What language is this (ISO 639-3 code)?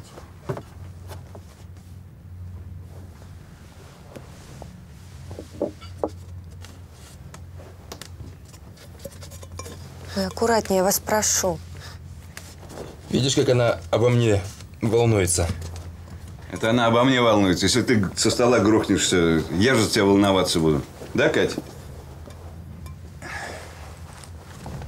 rus